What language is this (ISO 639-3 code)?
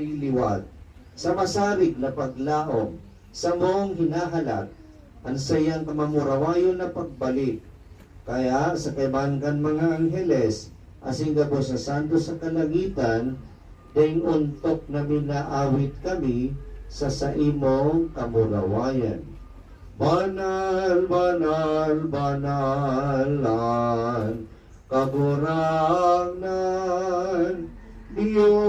bik